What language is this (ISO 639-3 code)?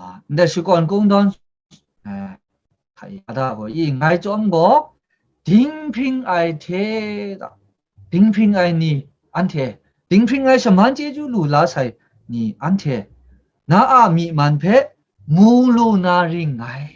kac